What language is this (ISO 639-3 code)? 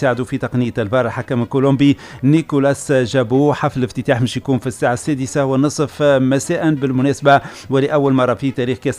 aeb